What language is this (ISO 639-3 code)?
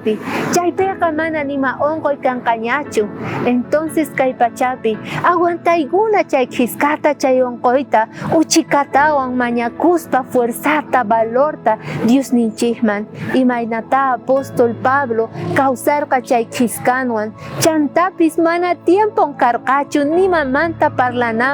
quh